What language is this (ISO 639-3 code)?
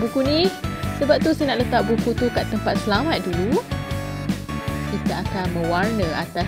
msa